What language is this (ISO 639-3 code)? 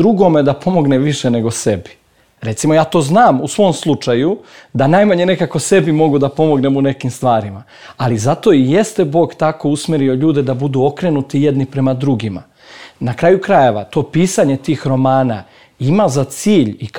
srp